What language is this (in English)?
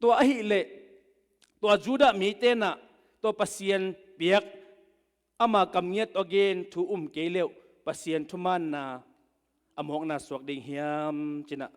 Tedim Chin